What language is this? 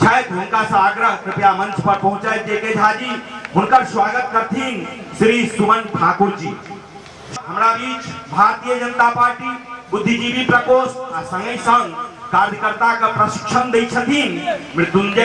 Maithili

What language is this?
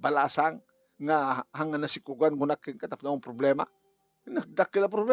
Iloko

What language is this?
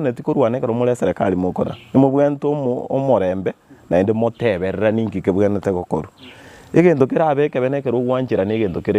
Gusii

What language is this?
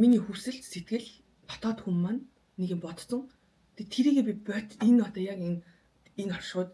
Mongolian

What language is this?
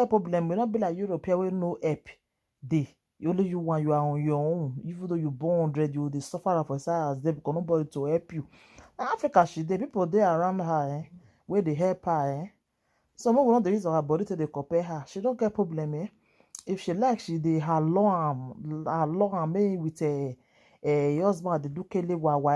Nigerian Pidgin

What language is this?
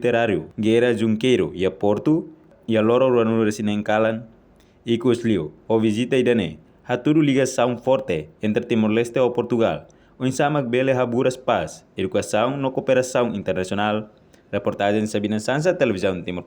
Tetum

